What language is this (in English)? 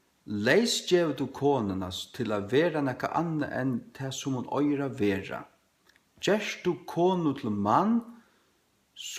Faroese